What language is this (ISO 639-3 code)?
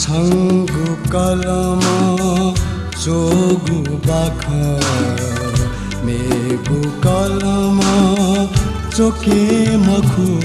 new